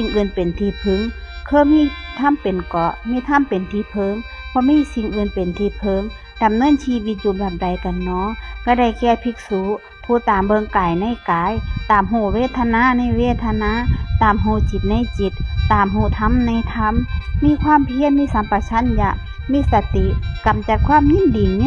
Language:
Northeastern Thai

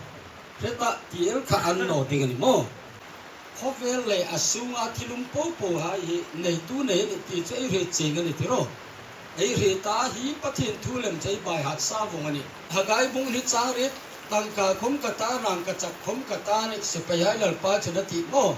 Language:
Hmar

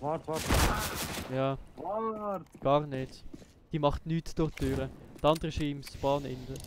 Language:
Swiss German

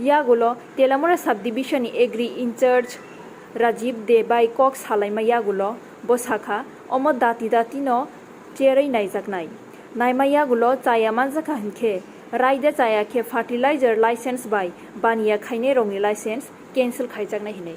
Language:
Kok Borok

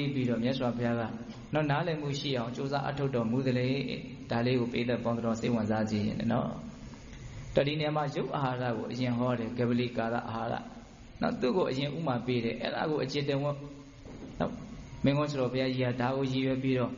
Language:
Burmese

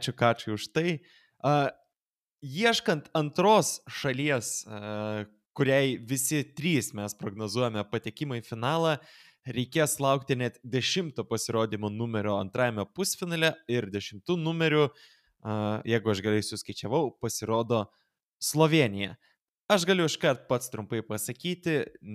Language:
Lithuanian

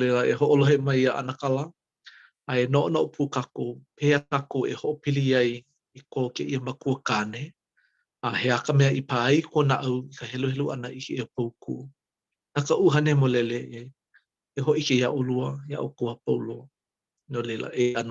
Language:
Hawaiian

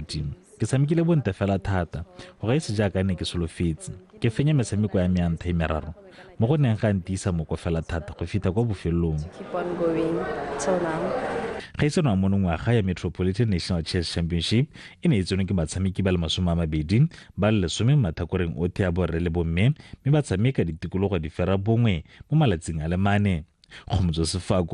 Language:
Tswana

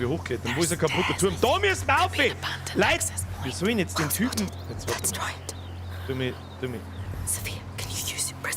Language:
Bavarian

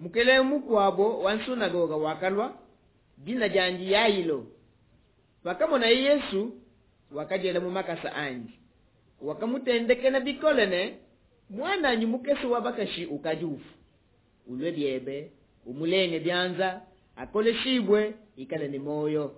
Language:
Luba-Lulua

